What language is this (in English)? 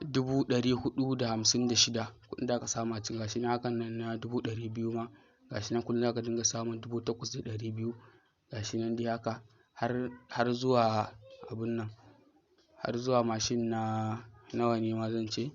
Hausa